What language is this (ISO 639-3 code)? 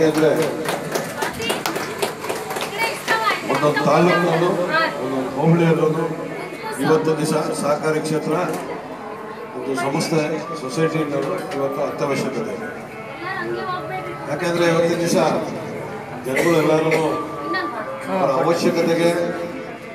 kan